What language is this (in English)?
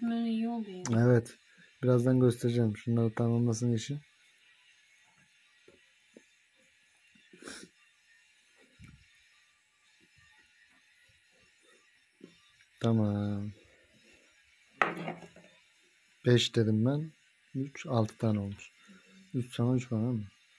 Turkish